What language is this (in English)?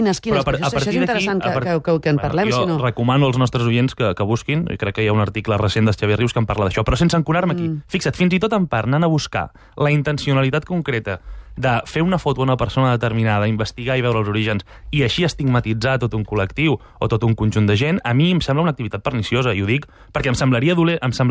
Catalan